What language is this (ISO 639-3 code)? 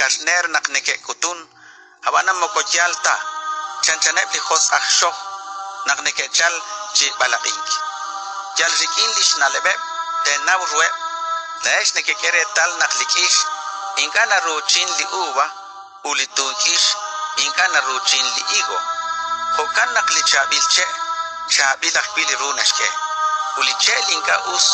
kek